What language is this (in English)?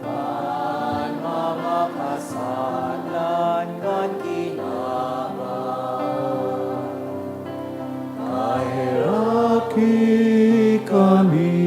Bikol